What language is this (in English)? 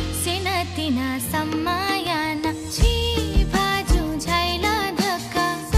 Newari